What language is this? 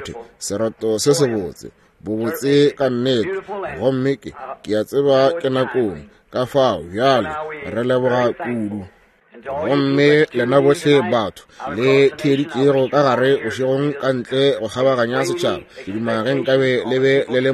Northern Sotho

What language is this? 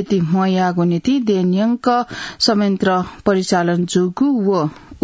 Newari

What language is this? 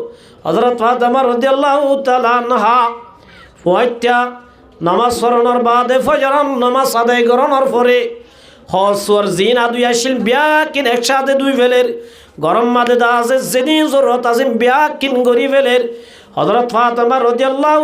Rohingya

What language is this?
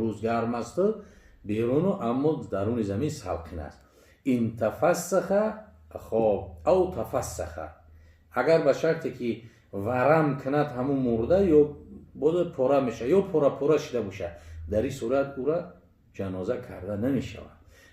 Tajik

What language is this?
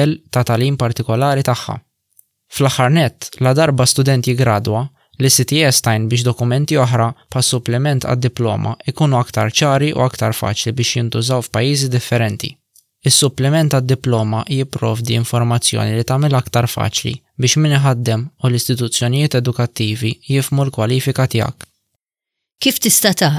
Maltese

